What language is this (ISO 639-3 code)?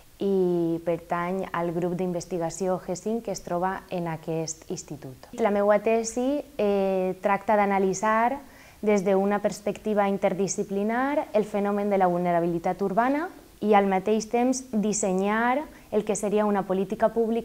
cat